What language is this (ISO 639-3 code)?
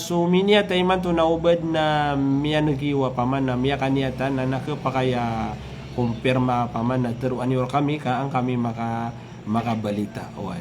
mrw